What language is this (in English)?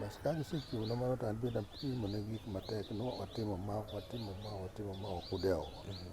Luo (Kenya and Tanzania)